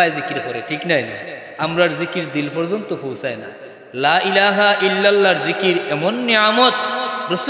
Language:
Sylheti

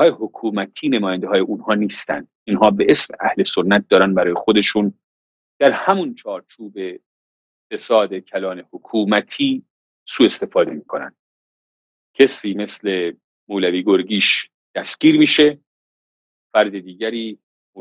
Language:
Persian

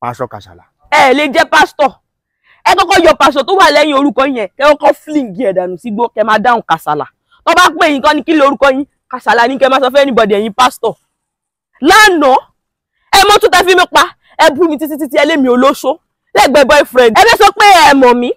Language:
Yoruba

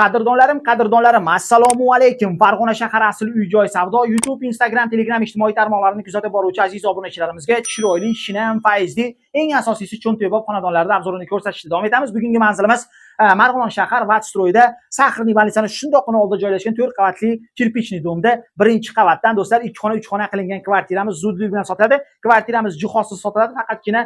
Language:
Uzbek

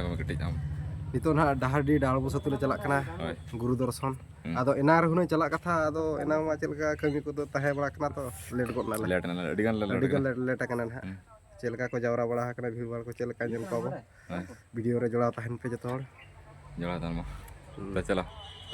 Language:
Santali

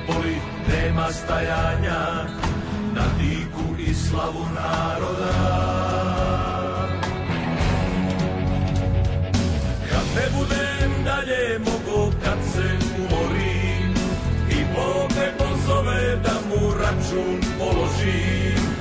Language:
Croatian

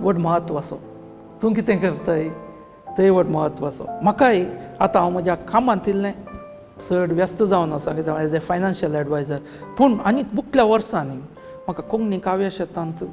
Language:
Konkani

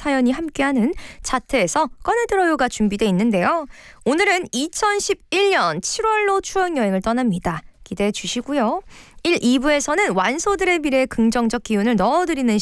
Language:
Korean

